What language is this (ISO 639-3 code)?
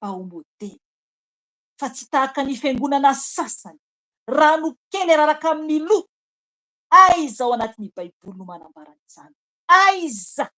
mlg